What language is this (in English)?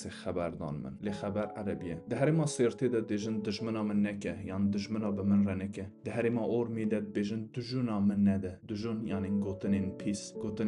Kurdish